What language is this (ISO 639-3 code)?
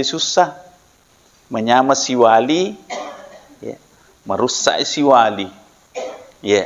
bug